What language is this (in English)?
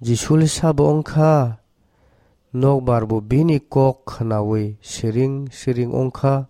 Kok Borok